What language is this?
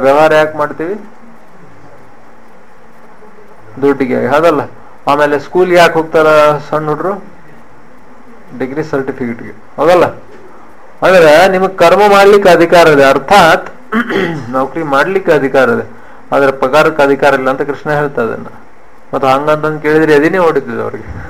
Kannada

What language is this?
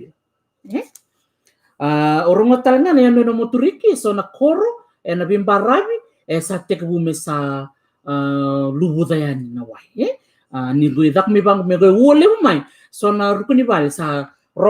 Fijian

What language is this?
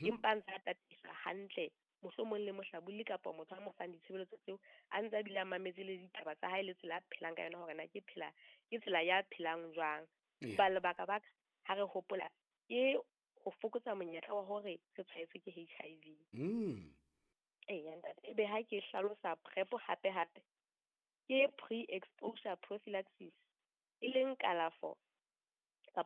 Southern Sotho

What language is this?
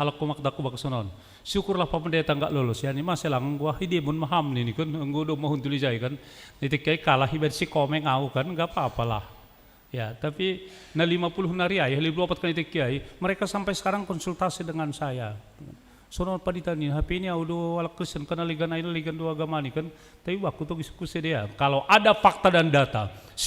Batak Simalungun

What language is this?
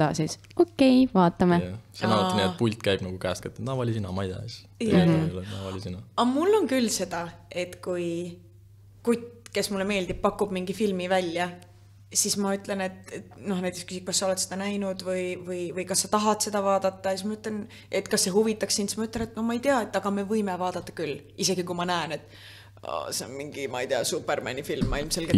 Estonian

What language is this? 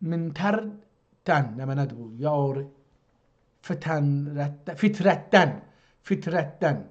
South Azerbaijani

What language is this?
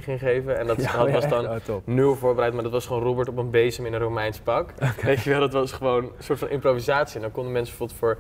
Dutch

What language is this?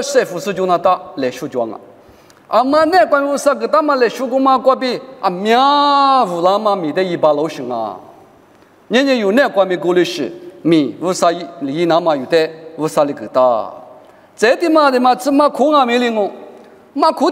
Lisu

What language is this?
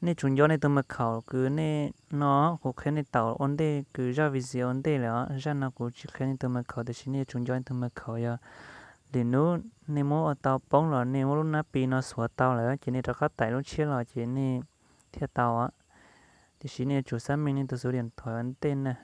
Hmong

